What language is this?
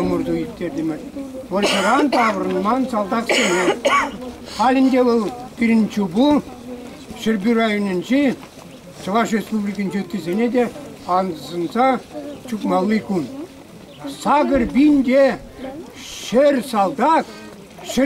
Chuvash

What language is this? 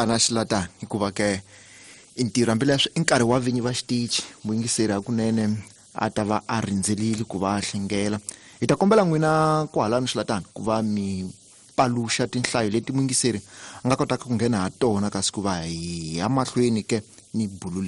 Tsonga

